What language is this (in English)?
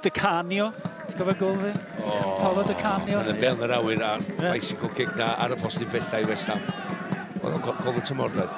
Welsh